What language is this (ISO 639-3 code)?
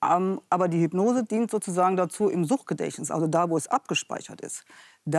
deu